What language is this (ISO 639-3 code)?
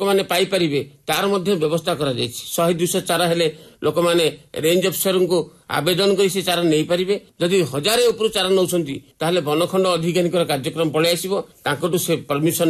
ori